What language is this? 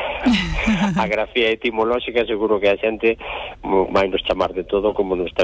Galician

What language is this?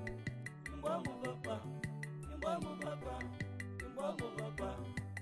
Luba-Lulua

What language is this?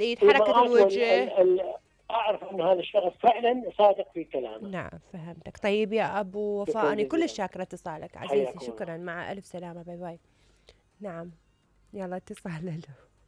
Mesopotamian Arabic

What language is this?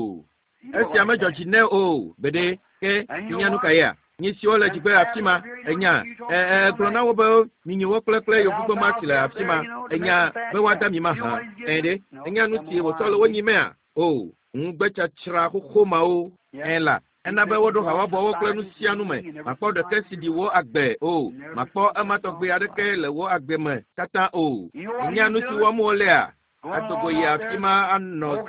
Ewe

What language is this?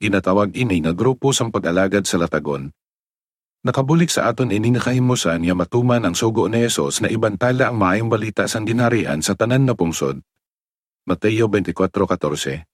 Hiligaynon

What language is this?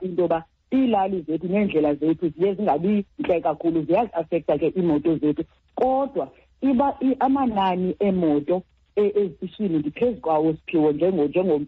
Xhosa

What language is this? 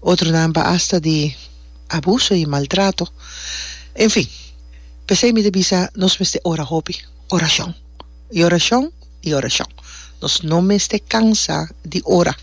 Papiamento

